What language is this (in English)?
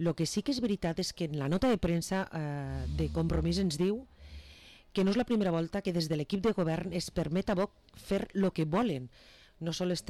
Catalan